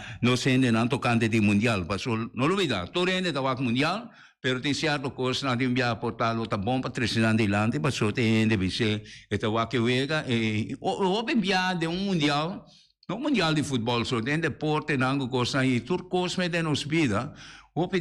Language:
Papiamento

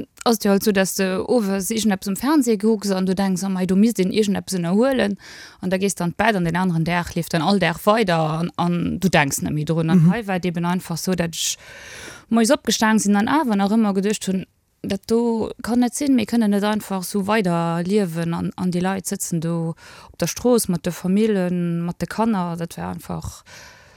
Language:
Luxembourgish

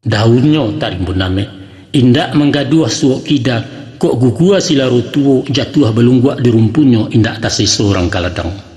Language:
Minangkabau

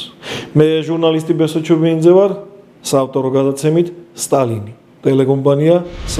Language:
Georgian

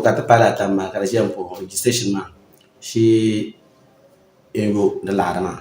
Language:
Dagbani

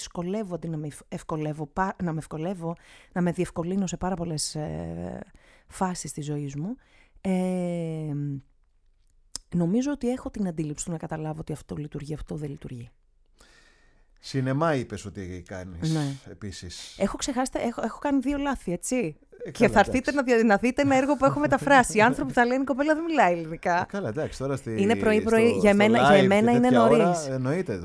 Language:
Greek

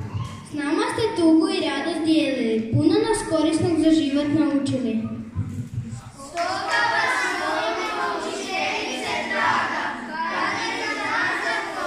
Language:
Croatian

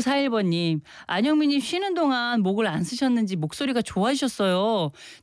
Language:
Korean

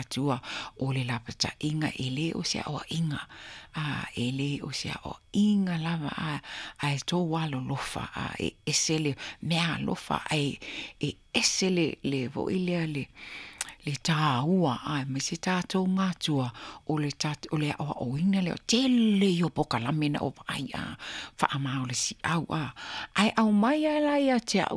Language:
Samoan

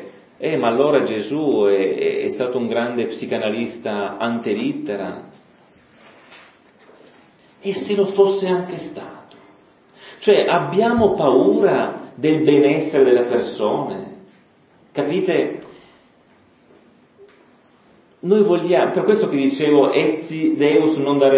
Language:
Italian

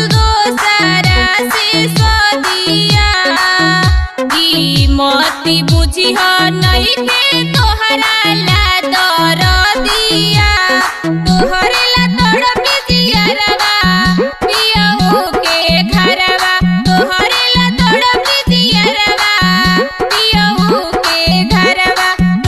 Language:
Bhojpuri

